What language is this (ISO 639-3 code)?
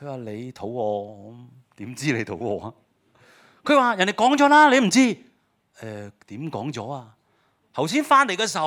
yue